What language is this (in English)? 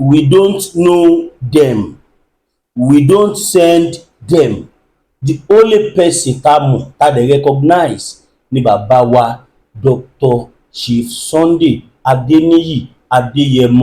Yoruba